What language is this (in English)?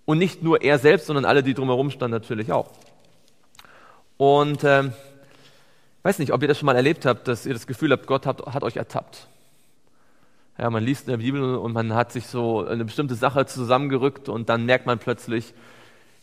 German